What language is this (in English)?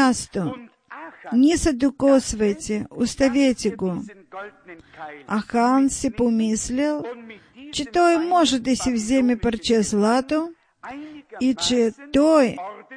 Bulgarian